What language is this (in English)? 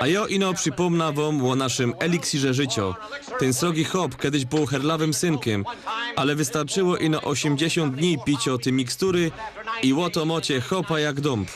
Silesian